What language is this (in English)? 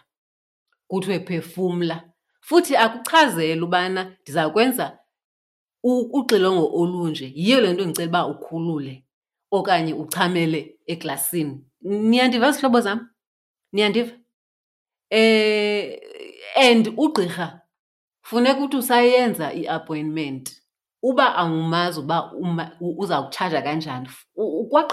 Xhosa